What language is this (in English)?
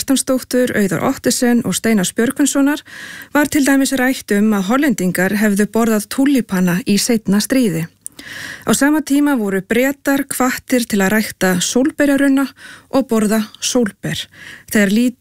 Icelandic